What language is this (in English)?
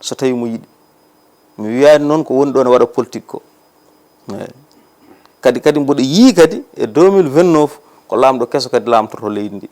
Fula